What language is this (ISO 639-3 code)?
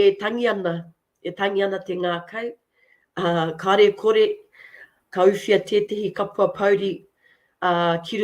mri